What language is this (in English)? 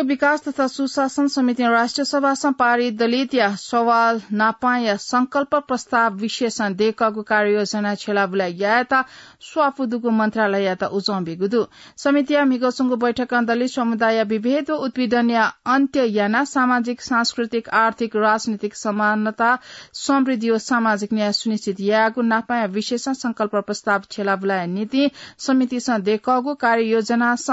Newari